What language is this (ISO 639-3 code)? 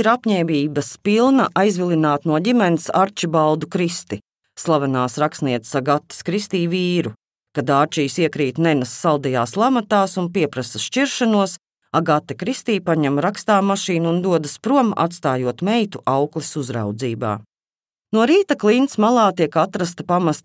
lav